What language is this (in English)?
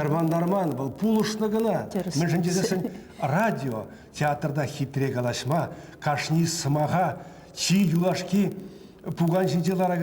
Chuvash